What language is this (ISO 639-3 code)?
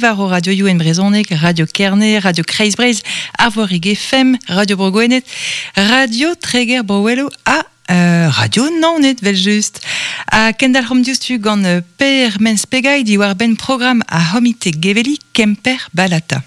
bre